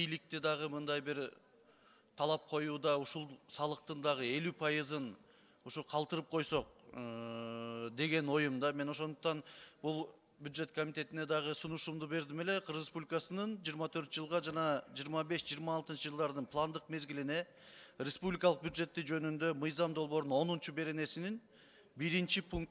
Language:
Kyrgyz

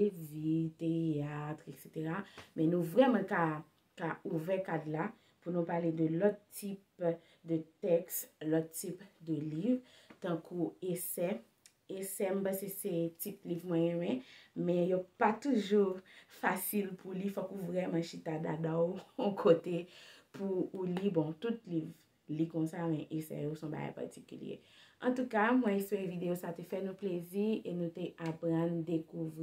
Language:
Haitian Creole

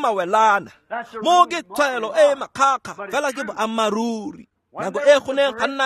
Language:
Tswana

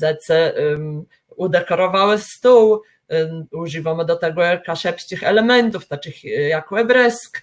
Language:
Kashubian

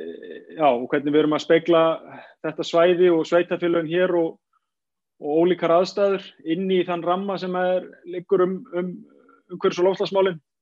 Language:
Icelandic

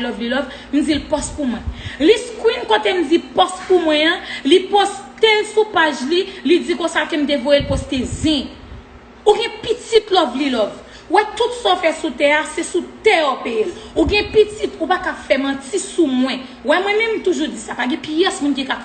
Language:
Haitian Creole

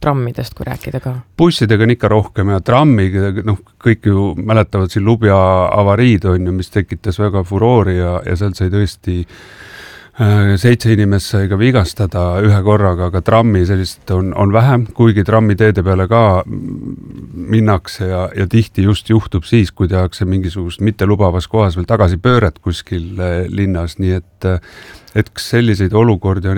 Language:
Estonian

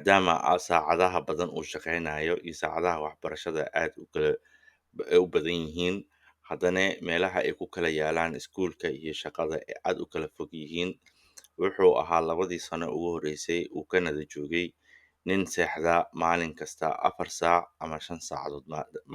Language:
Somali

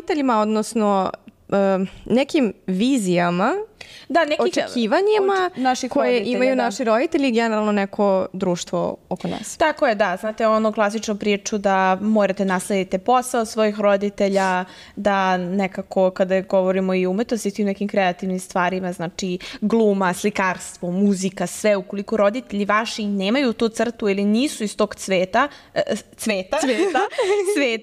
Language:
Serbian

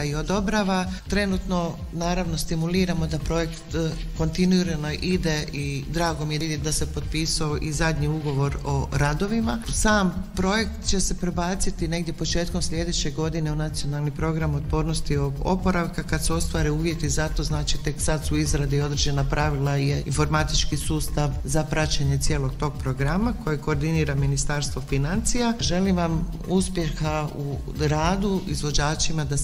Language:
Croatian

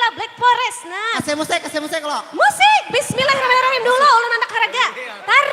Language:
Banjar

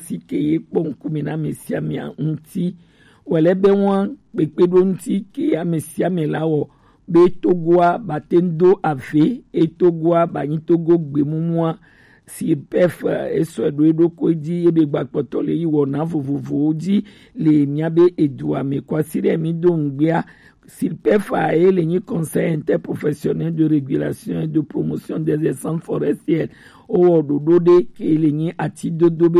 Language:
Gen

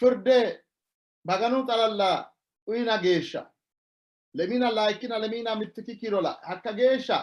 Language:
Sidamo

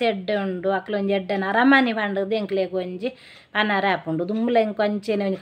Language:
Tulu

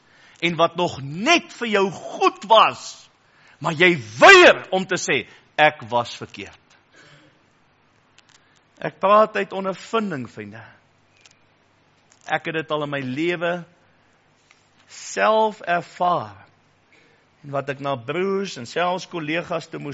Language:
Afrikaans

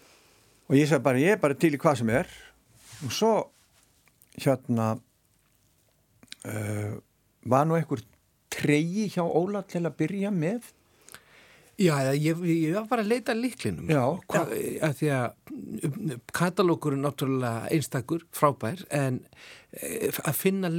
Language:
Icelandic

